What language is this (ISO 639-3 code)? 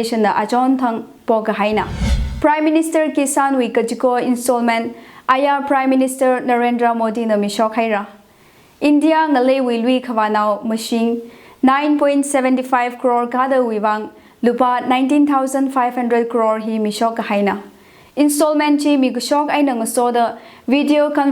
nmf